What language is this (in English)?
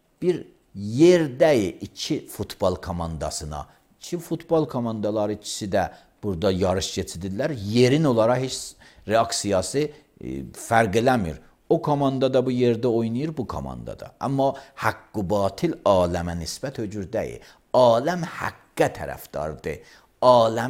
Azerbaijani